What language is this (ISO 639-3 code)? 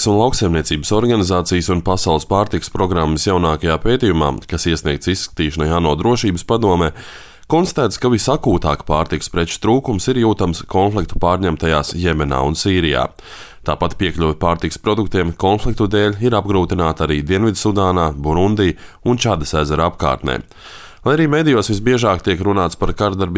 lav